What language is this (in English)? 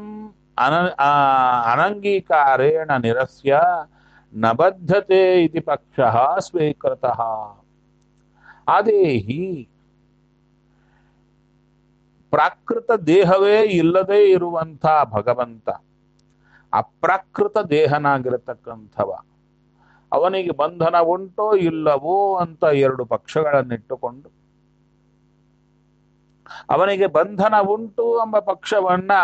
Kannada